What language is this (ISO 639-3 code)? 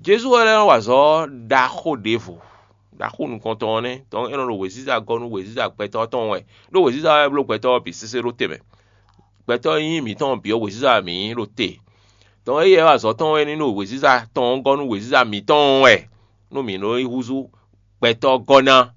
fon